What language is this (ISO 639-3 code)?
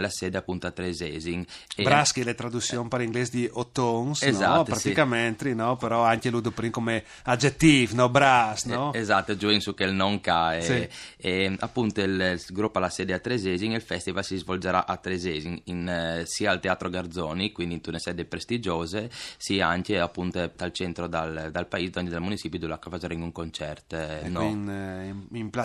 fur